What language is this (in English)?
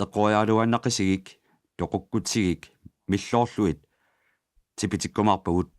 Kalaallisut